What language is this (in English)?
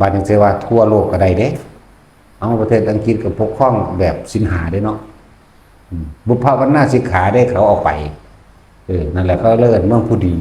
Lao